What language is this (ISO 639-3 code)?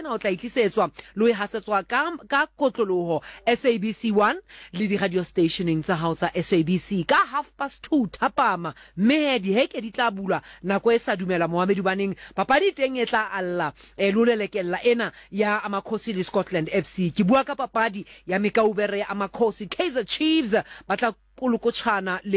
sot